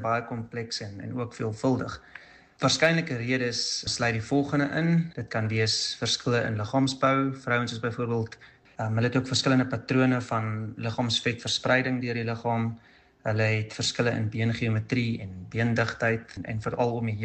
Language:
Afrikaans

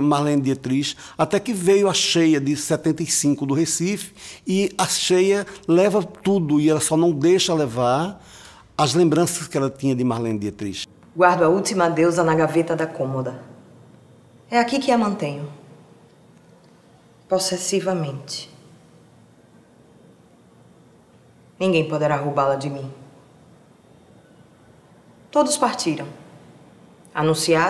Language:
Portuguese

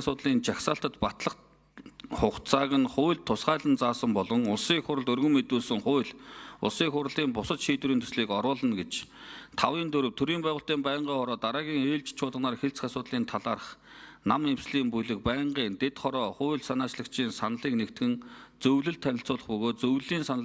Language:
Mongolian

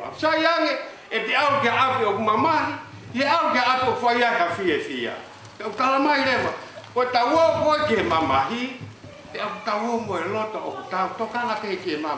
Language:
Tongan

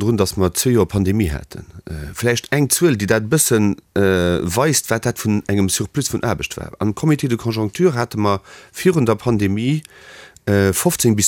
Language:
Luxembourgish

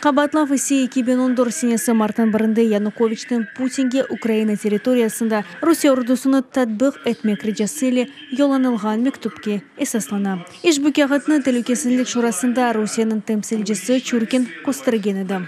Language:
Crimean Tatar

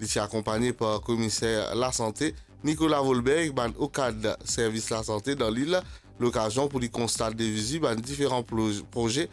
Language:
Morisyen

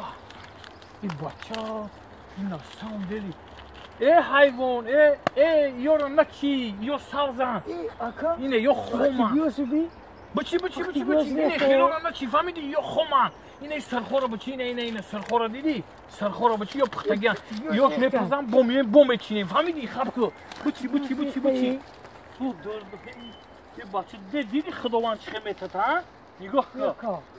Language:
Tajik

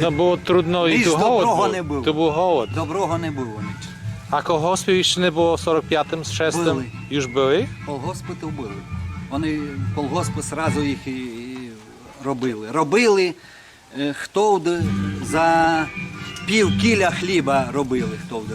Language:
Rusyn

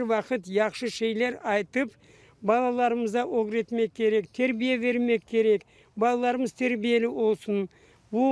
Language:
Crimean Tatar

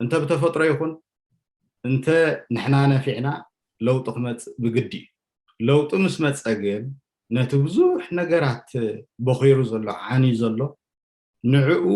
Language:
Tigrinya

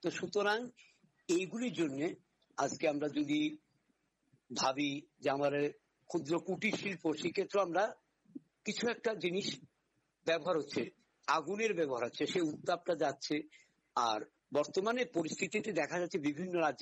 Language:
Bangla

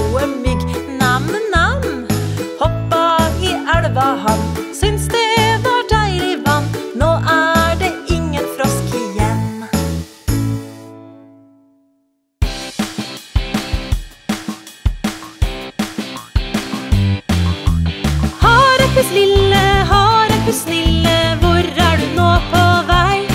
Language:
Norwegian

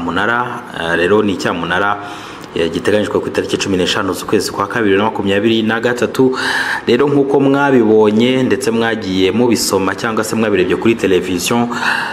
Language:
Kinyarwanda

